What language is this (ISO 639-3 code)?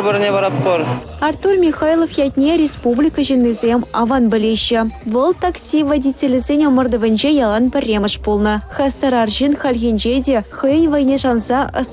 chv